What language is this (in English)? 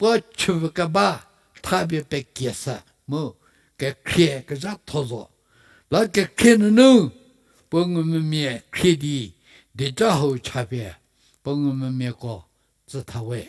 Angami Naga